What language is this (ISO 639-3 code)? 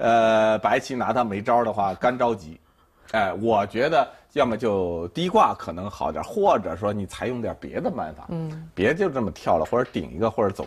zho